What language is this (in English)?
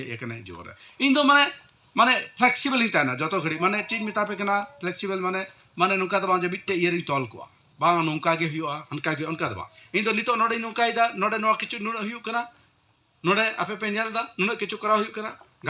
Santali